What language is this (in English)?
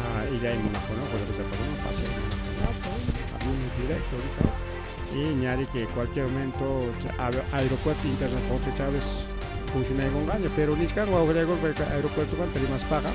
Ayacucho Quechua